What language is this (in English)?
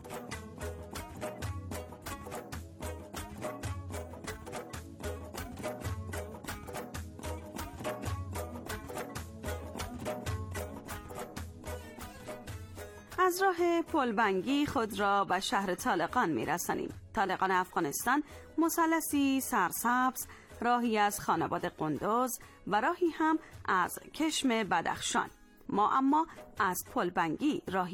Persian